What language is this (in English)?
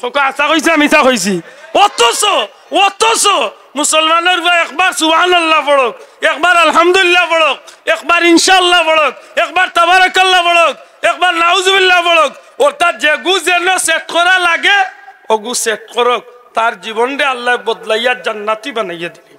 Sylheti